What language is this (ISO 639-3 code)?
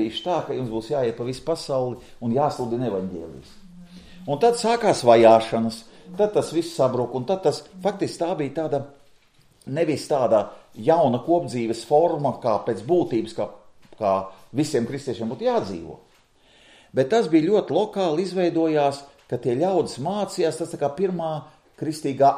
lav